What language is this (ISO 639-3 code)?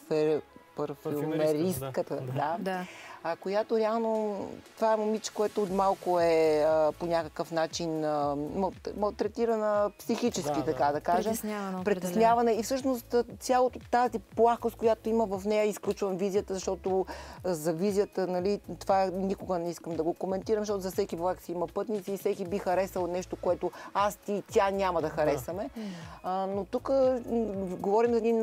bul